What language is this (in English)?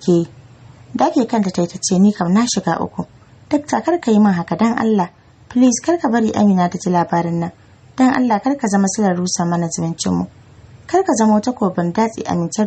Hausa